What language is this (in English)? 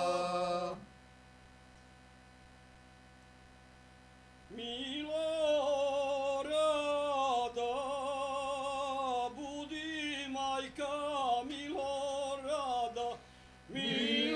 Serbian